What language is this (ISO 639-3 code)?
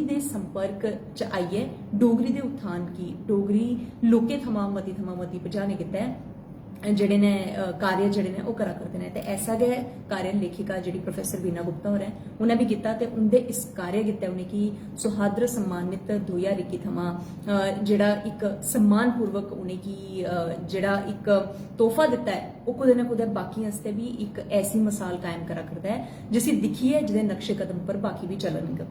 doi